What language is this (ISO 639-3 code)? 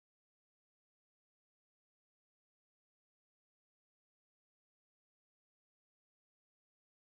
hrv